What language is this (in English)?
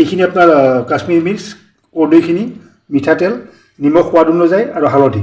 Assamese